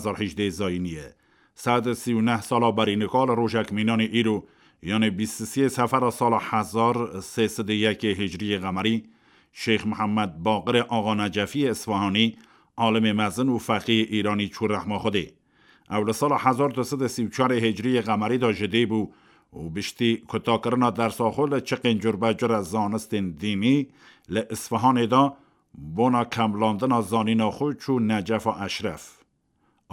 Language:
Kurdish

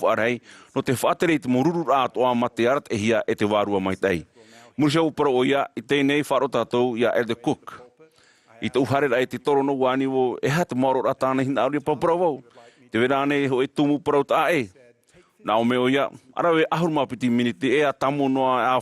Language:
Tahitian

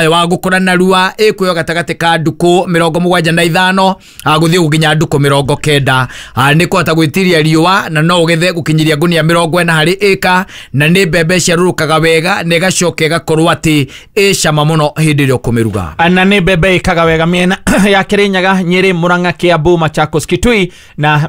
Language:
Kikuyu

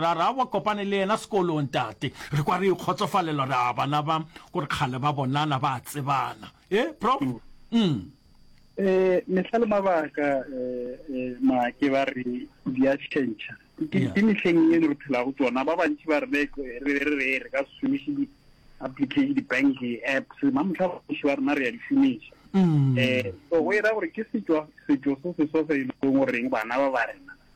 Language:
Northern Sotho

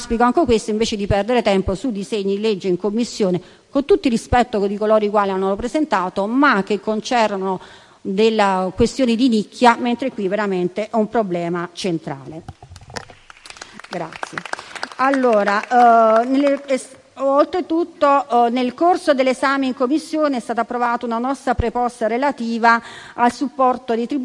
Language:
Italian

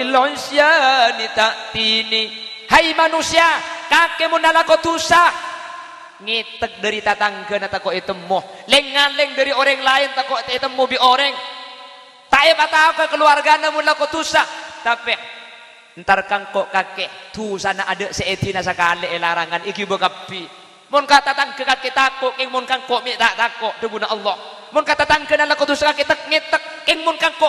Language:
Madurese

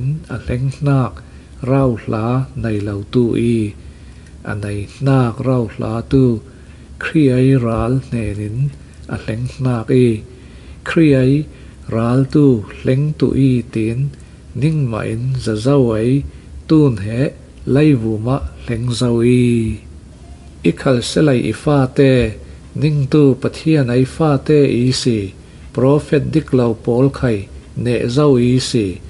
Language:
Falam Chin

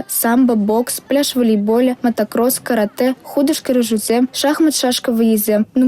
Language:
Chuvash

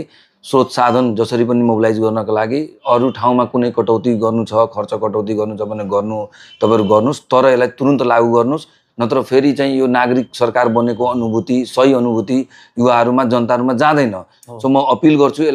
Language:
Nepali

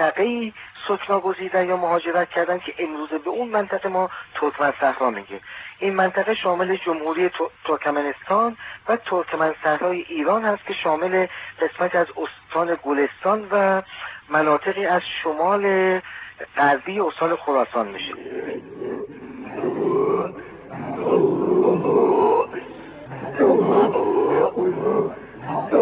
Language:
Persian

